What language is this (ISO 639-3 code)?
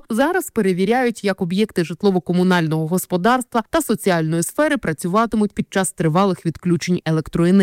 ukr